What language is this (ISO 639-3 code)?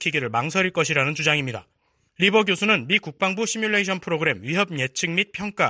kor